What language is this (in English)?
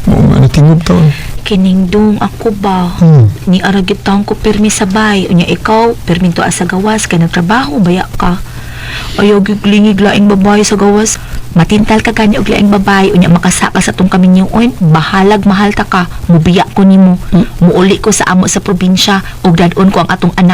Cebuano